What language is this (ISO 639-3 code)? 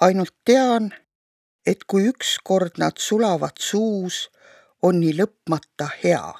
est